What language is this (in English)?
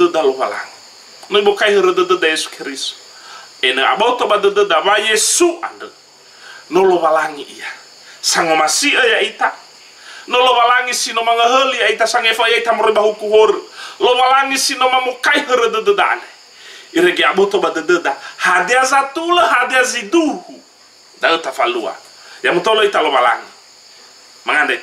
Nias